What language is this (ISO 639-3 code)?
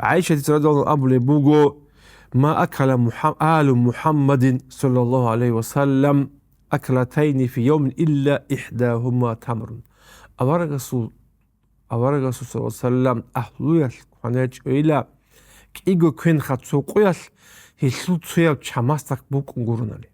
ava